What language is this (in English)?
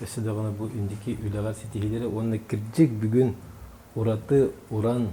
Yakut